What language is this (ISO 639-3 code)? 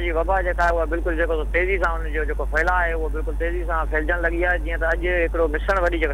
snd